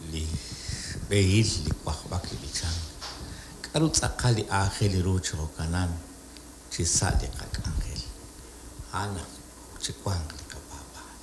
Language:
Kekchí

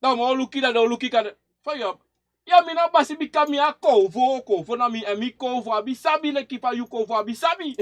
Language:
Sranan Tongo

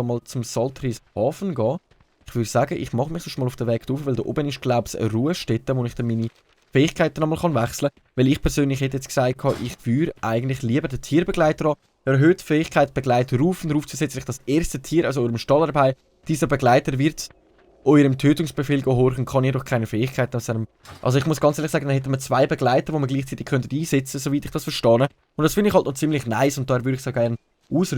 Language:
Swiss German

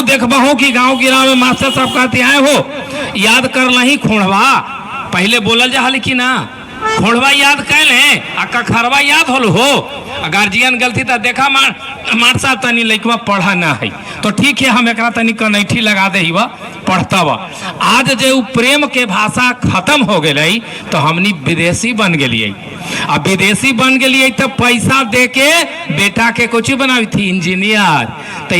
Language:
Magahi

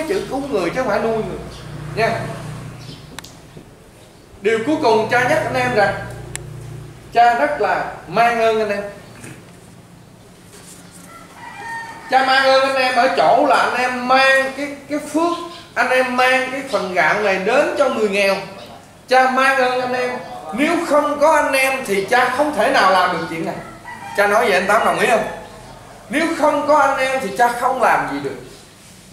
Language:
Vietnamese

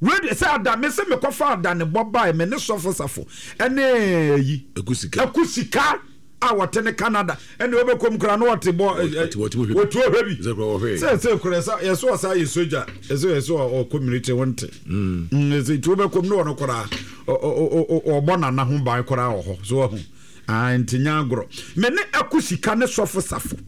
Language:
Akan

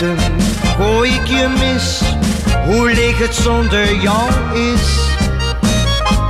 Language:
Dutch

